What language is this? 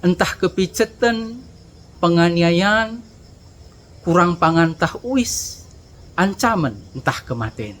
Batak Karo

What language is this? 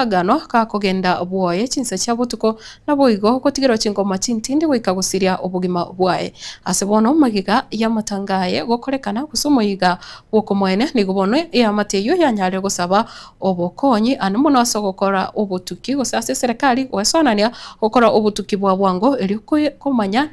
Gusii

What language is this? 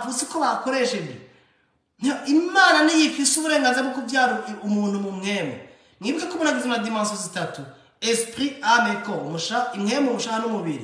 Rundi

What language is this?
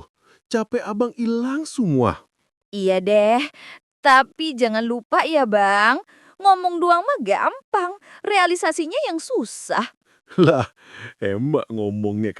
Betawi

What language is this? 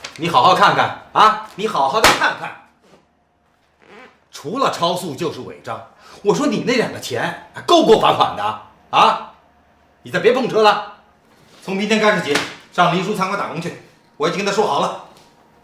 Chinese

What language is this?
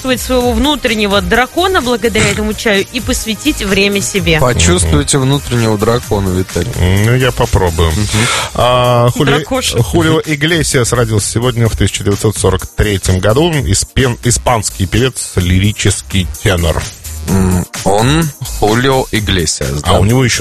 Russian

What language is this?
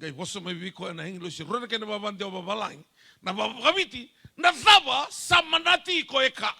Fijian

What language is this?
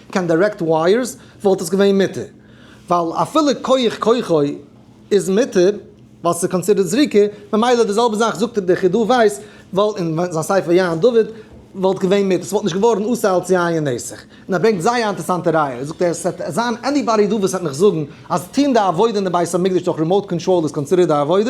Yiddish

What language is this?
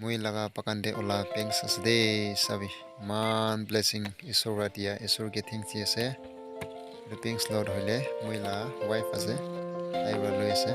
Naga Pidgin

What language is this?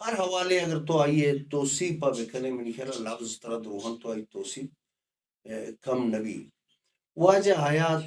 Baluchi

